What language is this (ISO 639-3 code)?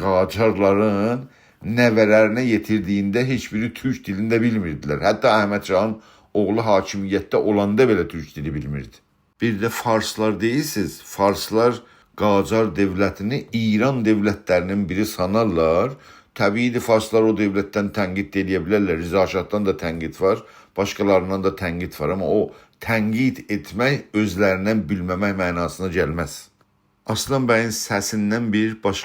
azb